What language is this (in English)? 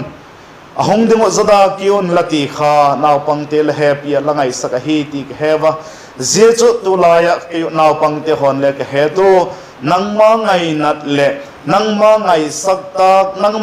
Vaiphei